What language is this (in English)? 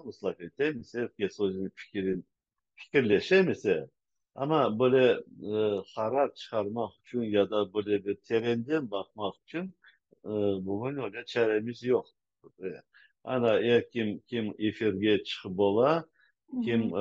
Crimean Tatar